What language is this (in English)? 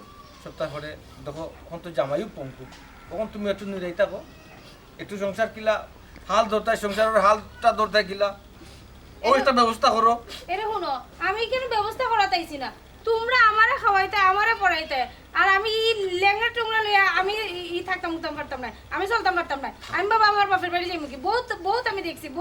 Sylheti